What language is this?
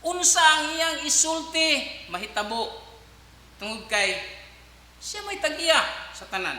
Cebuano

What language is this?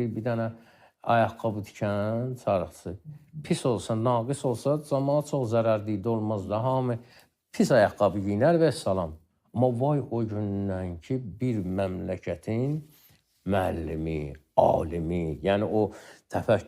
Azerbaijani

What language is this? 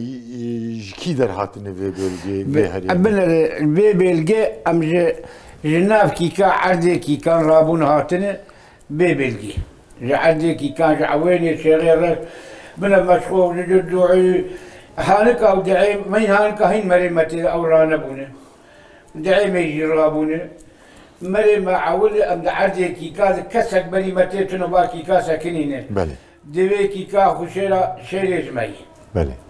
Kurdish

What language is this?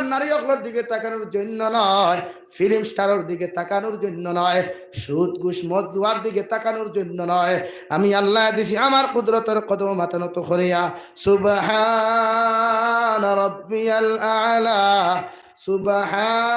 Sylheti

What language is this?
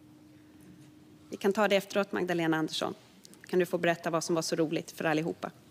Swedish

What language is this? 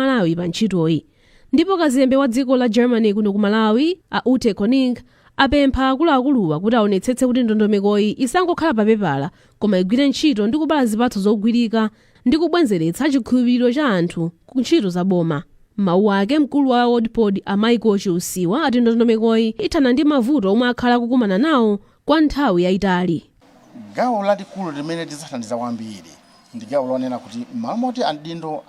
Nyanja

